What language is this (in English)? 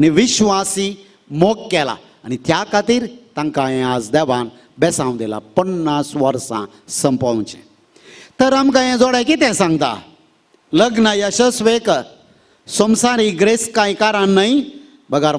Konkani